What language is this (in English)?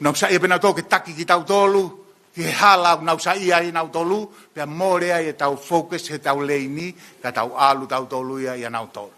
Tongan